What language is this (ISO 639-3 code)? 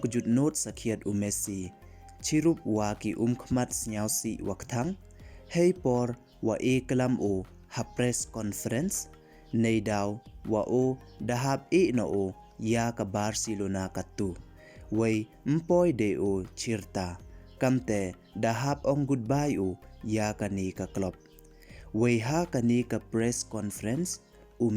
pbv